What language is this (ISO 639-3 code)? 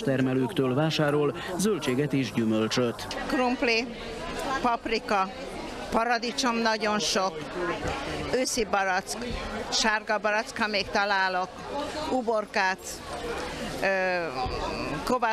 hun